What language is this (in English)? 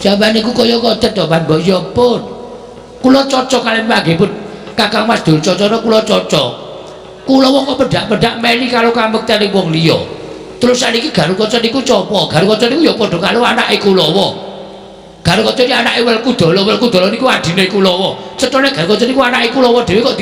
Javanese